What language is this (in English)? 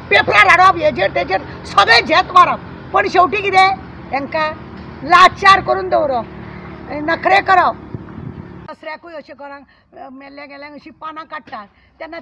Konkani